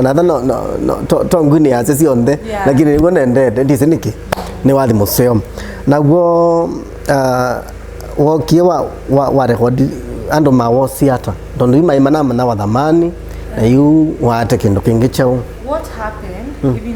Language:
Kamba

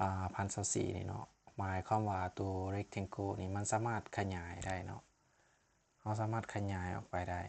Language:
Lao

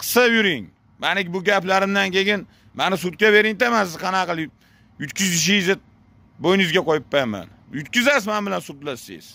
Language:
Uzbek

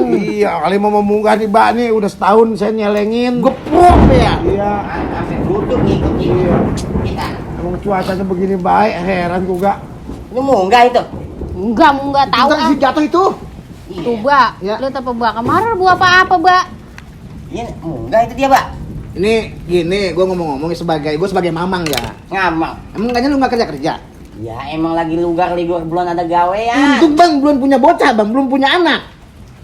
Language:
Betawi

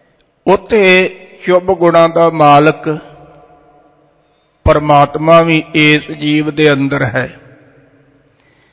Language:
Punjabi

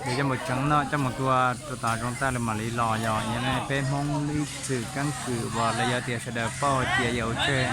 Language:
Hmong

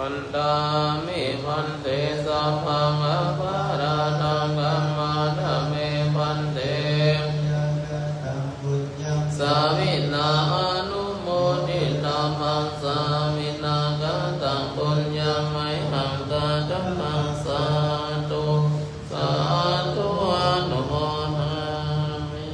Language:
Pali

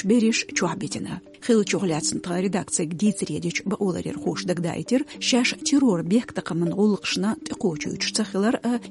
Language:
Chechen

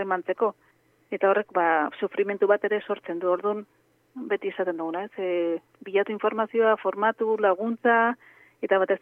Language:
Basque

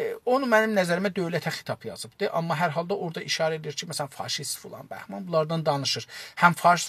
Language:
South Azerbaijani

